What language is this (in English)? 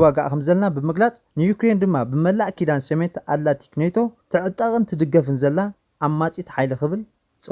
Tigrinya